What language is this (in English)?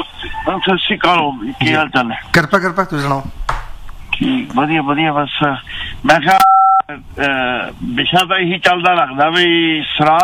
Punjabi